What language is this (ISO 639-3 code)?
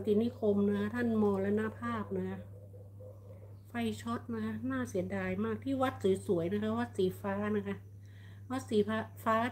tha